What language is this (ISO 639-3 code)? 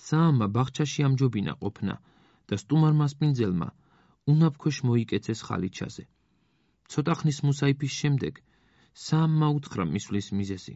kat